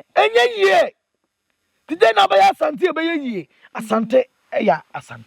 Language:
Akan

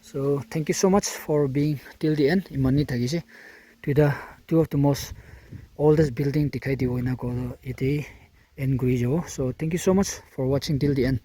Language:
Naga Pidgin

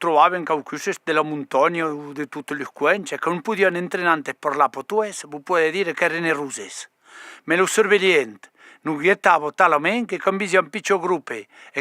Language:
Occitan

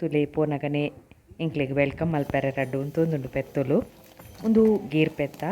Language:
Tulu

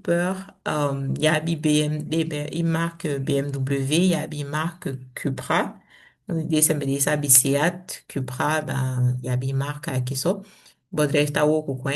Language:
Saramaccan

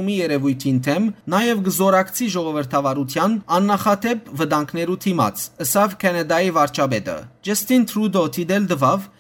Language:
Western Armenian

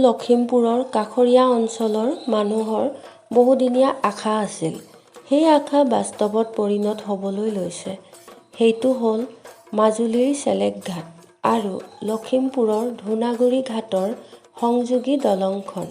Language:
Assamese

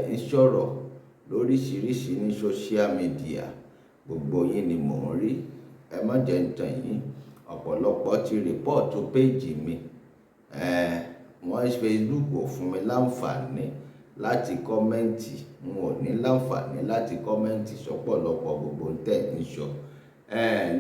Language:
Yoruba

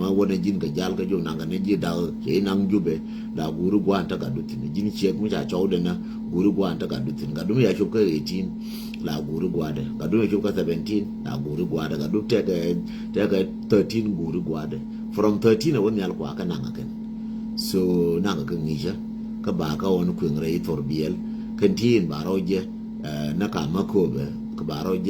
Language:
Nuer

